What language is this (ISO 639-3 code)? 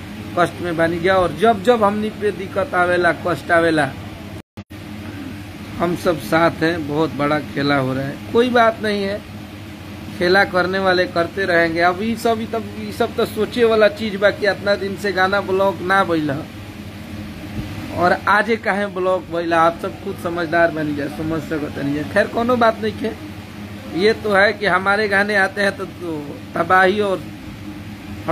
bho